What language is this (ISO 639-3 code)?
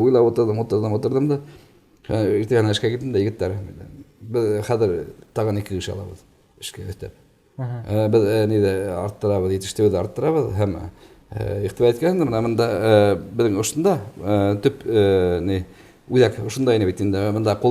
bak